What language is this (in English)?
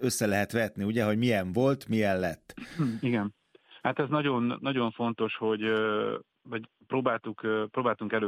Hungarian